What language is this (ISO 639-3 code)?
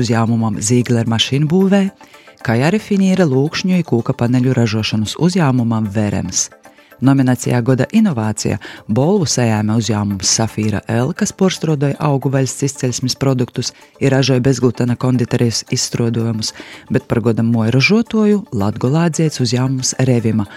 lav